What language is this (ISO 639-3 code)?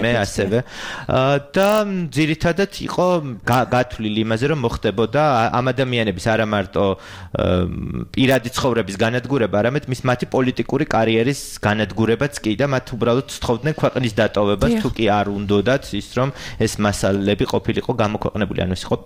kat